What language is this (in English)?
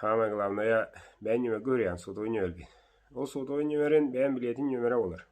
Yakut